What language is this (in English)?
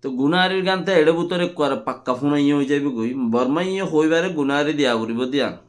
Rohingya